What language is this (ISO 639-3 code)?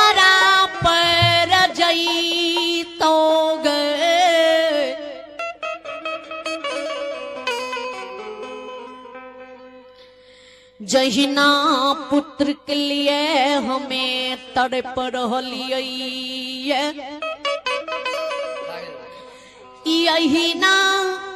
bho